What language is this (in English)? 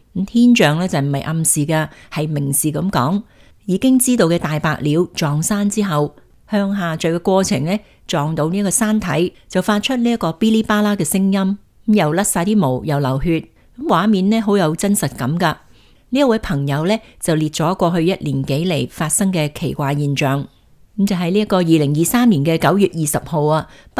Cantonese